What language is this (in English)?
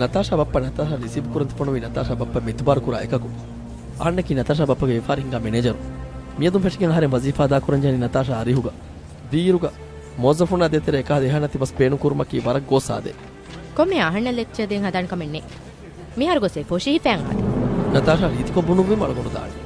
Divehi